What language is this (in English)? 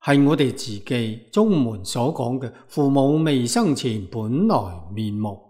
Cantonese